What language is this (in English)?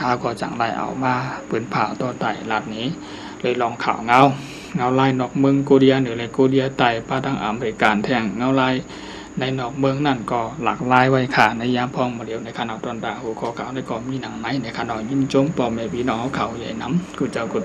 Shan